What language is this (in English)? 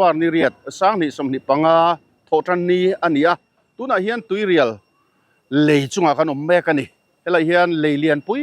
Mizo